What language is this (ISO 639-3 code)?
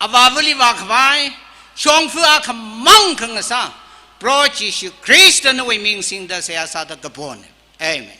nmf